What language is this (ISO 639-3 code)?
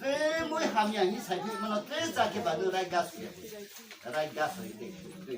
ria